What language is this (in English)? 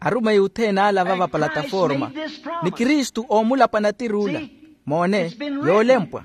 Makhuwa